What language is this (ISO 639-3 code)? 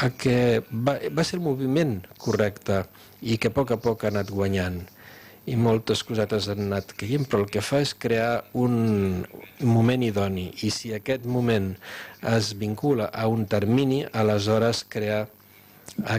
cat